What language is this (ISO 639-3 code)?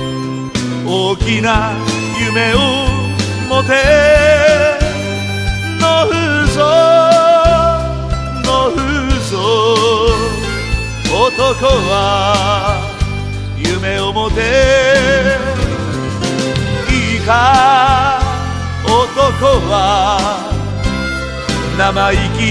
jpn